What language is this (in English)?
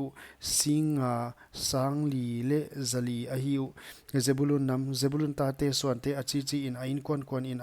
Paite Chin